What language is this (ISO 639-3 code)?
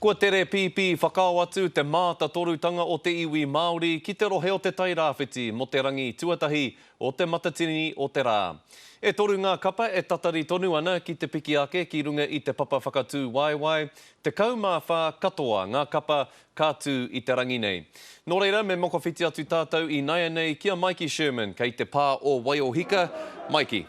mri